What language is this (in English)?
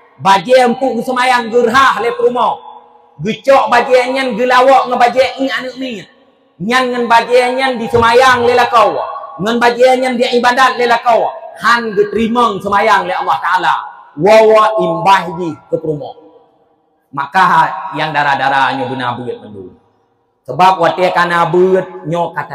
Achinese